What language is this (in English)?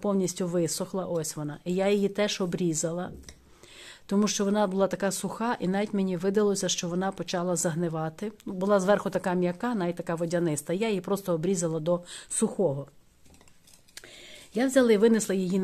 Ukrainian